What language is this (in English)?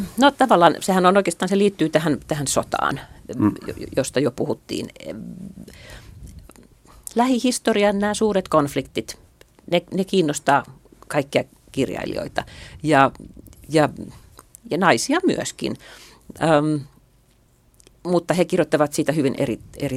Finnish